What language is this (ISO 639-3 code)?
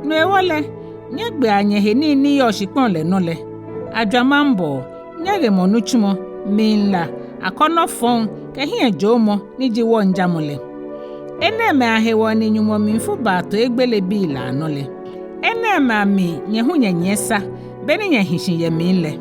gaa